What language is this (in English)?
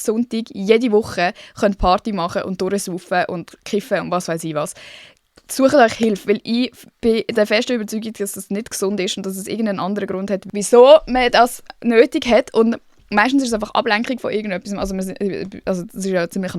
Swiss German